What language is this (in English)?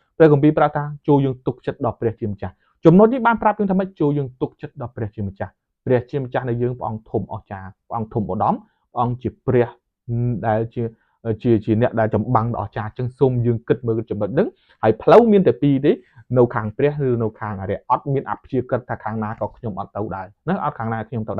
Khmer